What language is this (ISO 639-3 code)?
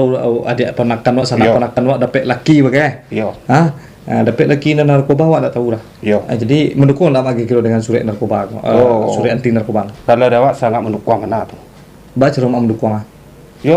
min